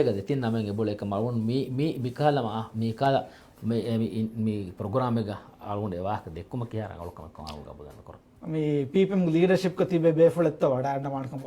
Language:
Divehi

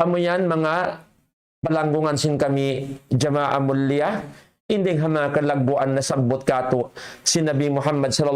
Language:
Tausug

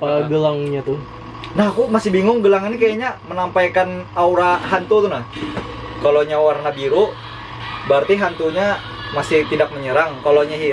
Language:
Banjar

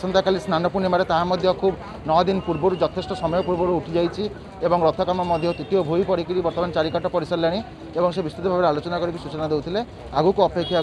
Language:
Odia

